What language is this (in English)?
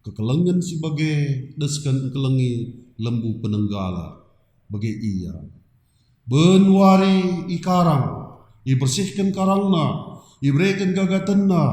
Batak Karo